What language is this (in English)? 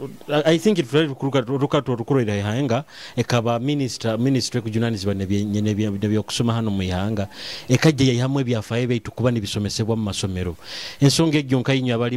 Nyoro